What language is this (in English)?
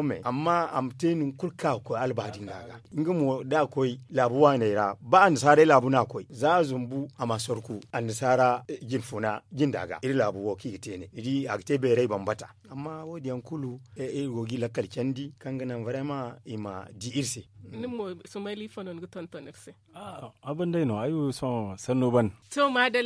Zarma